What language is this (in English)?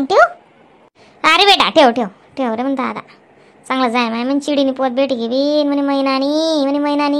Khandesi